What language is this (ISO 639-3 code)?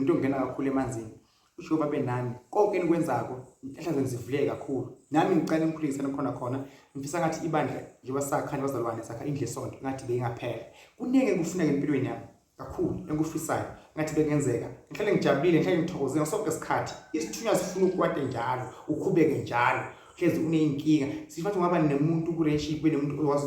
zul